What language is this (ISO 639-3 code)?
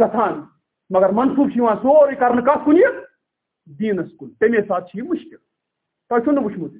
kas